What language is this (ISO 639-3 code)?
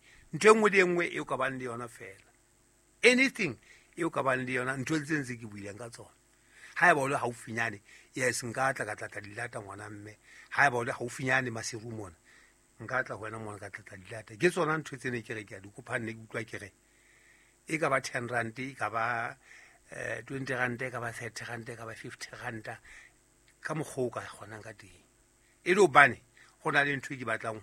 sot